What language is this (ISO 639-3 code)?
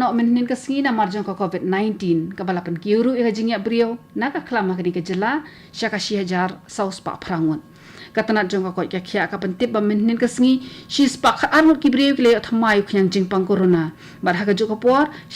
kha